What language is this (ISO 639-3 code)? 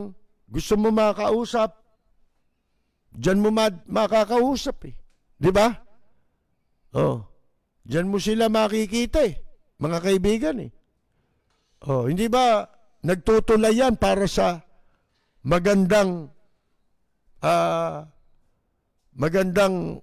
fil